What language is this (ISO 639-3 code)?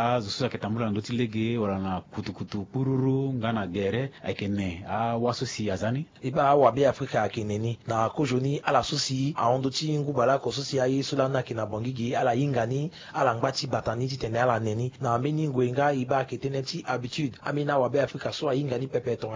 sag